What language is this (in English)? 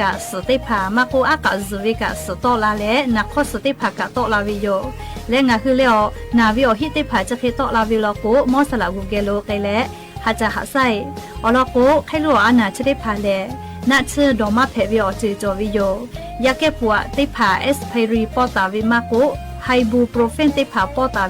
Lahu